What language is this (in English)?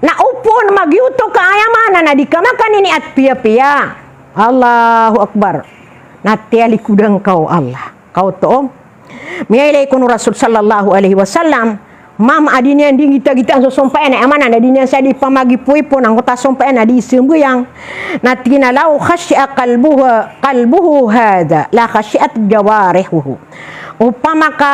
Maranao